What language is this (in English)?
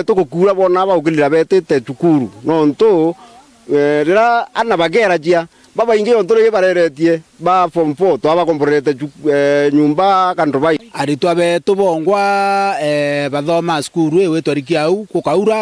Meru